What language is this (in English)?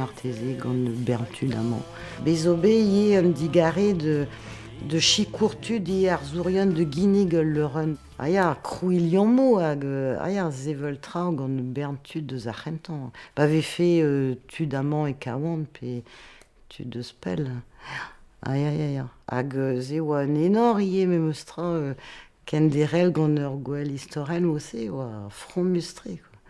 Breton